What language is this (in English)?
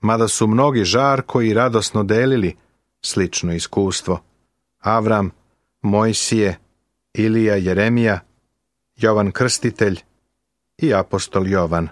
Serbian